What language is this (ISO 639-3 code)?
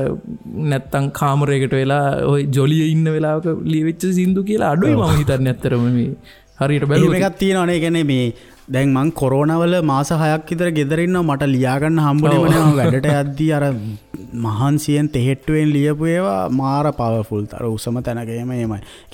sin